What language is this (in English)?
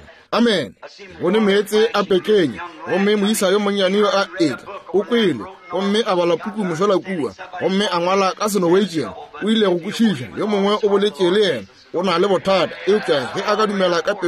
Northern Sotho